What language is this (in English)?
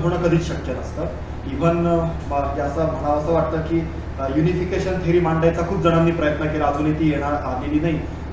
Marathi